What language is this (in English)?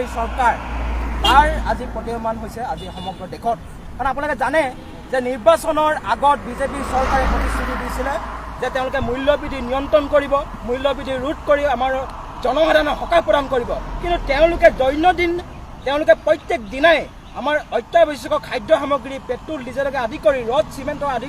Assamese